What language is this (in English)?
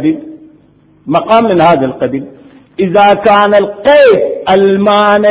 Arabic